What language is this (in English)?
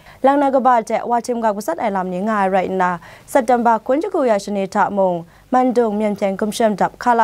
Kachin